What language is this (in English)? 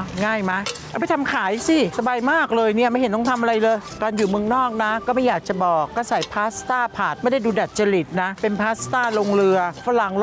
Thai